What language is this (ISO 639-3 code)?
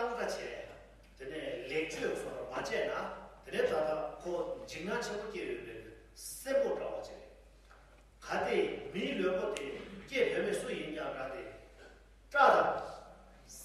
bod